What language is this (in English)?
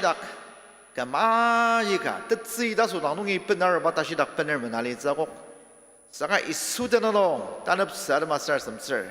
Ao Naga